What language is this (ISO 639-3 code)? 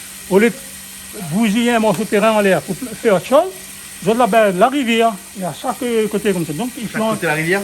rcf